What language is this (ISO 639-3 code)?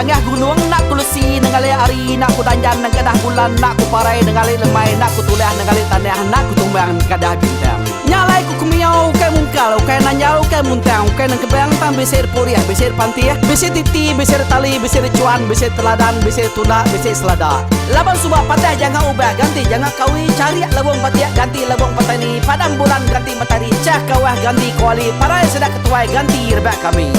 iba